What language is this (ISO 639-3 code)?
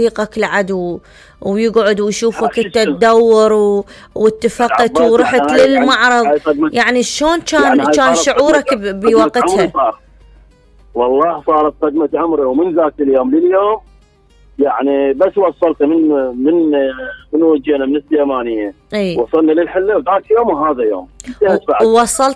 acm